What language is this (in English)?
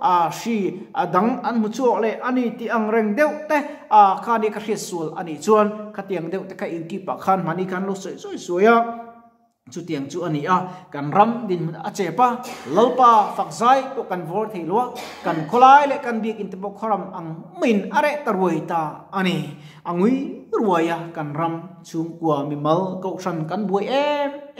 Mizo